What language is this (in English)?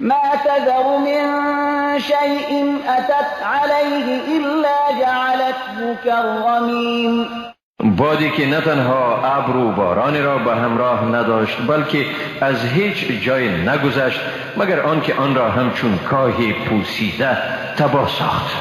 Persian